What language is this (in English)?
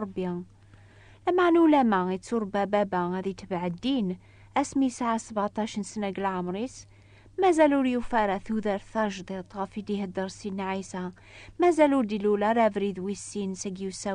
Kabyle